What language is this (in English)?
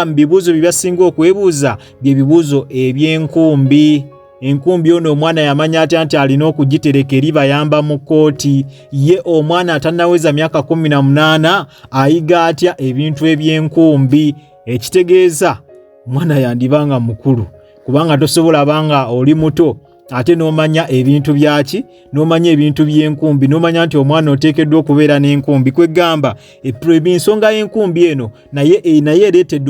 Ganda